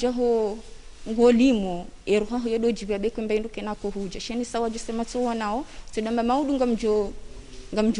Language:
Ngazidja Comorian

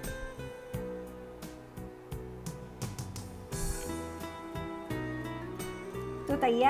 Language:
Gujarati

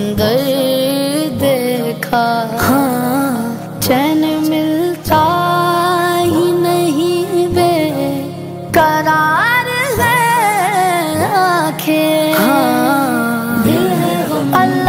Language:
Urdu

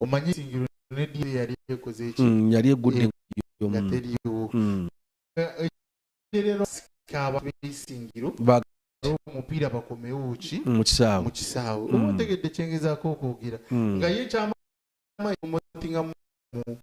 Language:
Nyankole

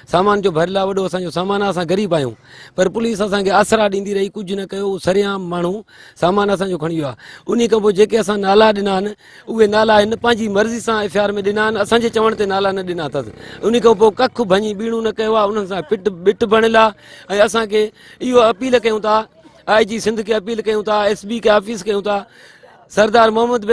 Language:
Sindhi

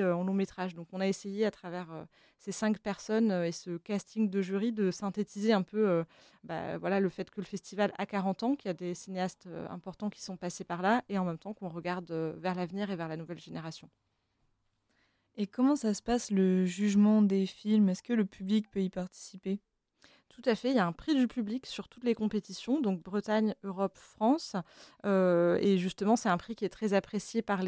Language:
French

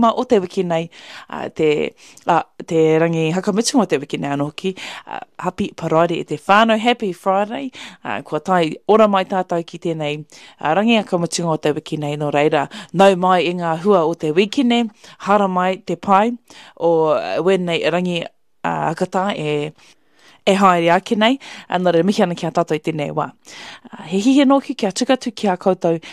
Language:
Māori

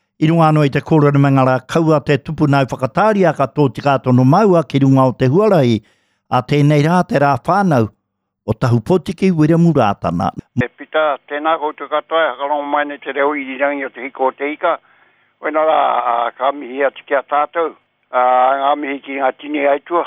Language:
Māori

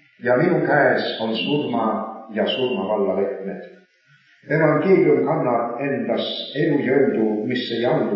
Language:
Estonian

